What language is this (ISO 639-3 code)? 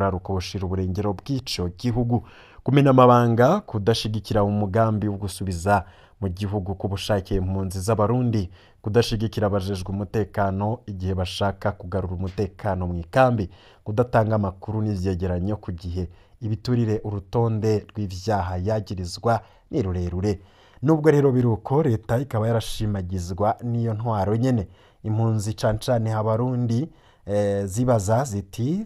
run